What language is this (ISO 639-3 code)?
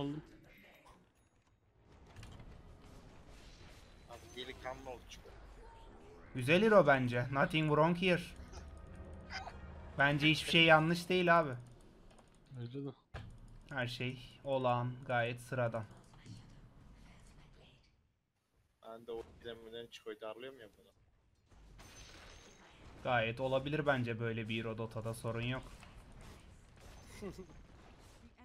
tur